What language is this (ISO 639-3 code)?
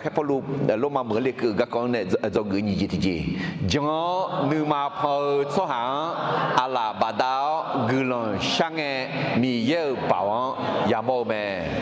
ahk